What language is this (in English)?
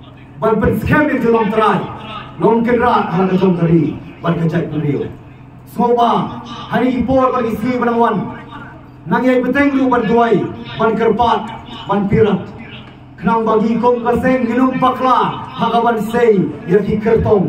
Khasi